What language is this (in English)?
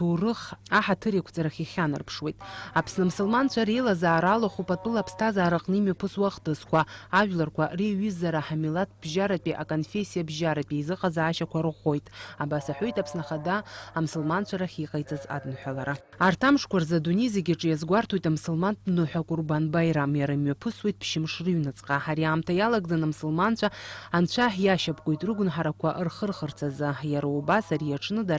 Abkhazian